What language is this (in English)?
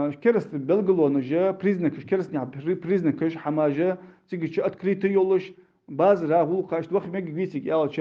Ingush